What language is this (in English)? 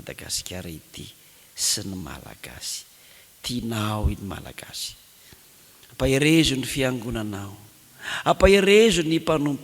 Malagasy